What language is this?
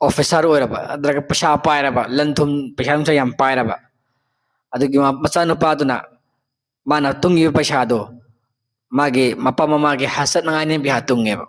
Manipuri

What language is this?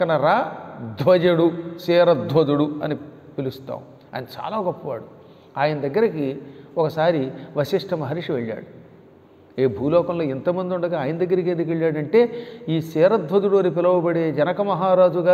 Telugu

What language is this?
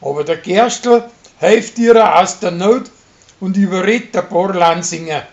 Bavarian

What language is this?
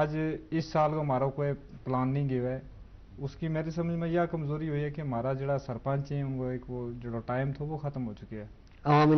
Gujari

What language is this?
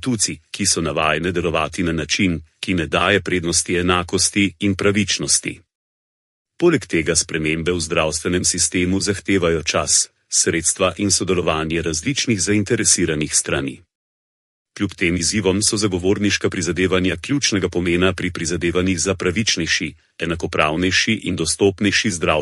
Slovenian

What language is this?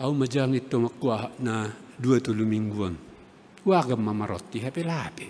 Batak Simalungun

